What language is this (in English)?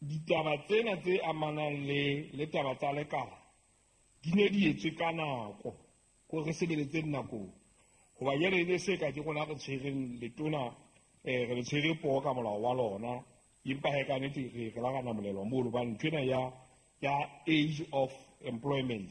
Southern Sotho